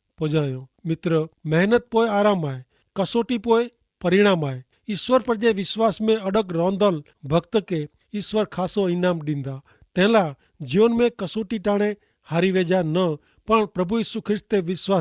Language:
Kachhi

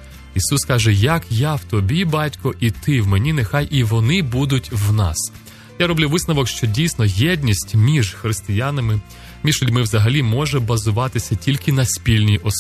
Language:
Ukrainian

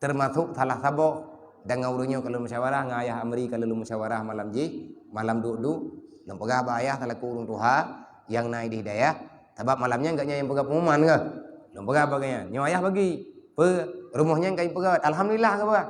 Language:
Achinese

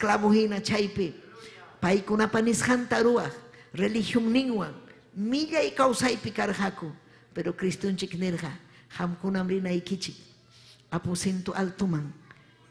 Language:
Ayacucho Quechua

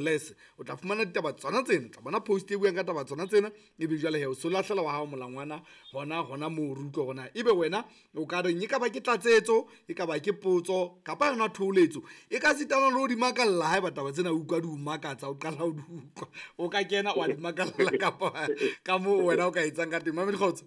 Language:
Southern Sotho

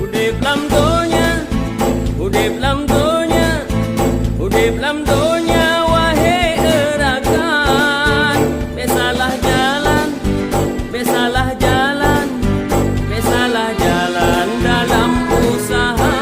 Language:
Achinese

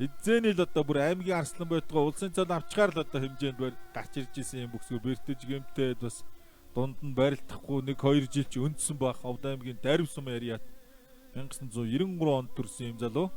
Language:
Mongolian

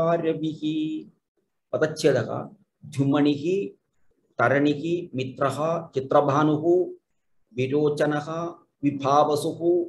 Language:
Sanskrit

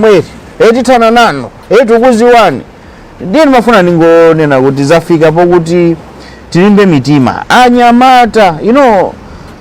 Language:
Nyanja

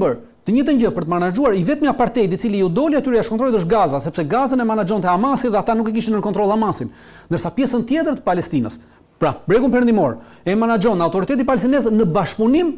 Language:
Albanian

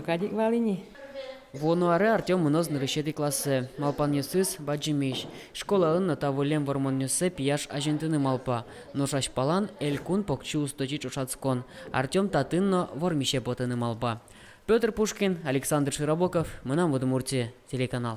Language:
Udmurt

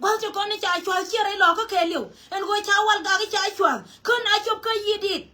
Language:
Nuer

